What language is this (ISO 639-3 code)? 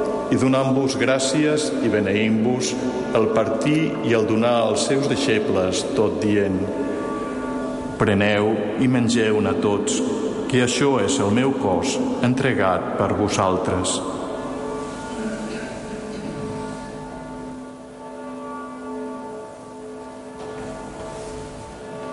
cat